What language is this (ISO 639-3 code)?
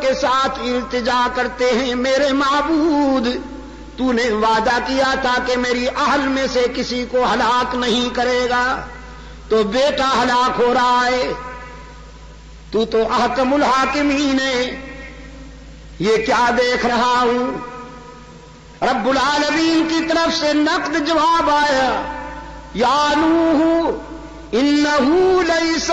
urd